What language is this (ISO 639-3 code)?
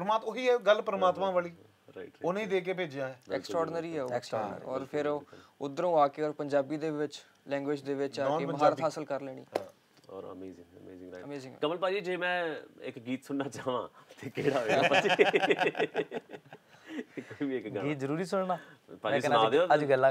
pan